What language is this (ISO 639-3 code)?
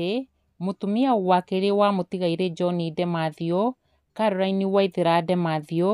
kik